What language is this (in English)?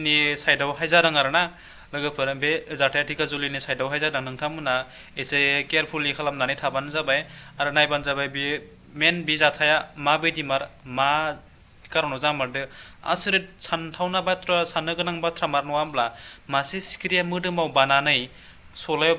Bodo